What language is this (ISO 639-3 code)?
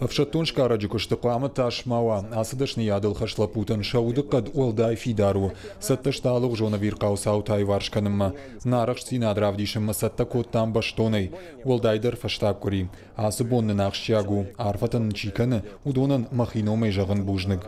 oss